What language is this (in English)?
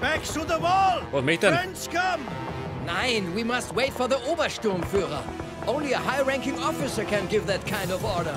Bavarian